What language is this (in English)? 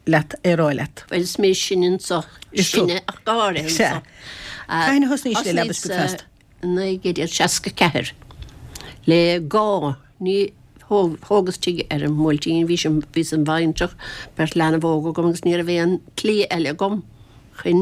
Irish